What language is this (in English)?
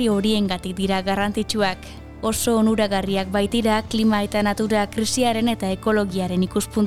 Basque